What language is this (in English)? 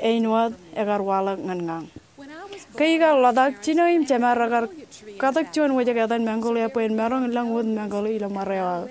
Marshallese